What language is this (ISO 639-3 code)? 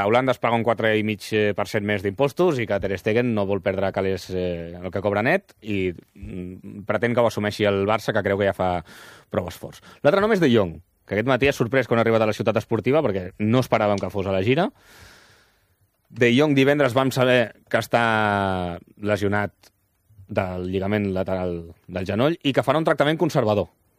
cat